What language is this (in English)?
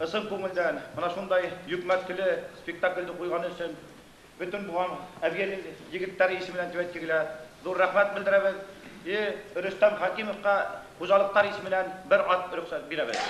Bashkir